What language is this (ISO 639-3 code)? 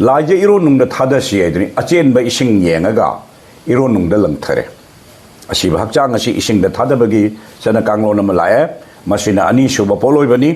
mni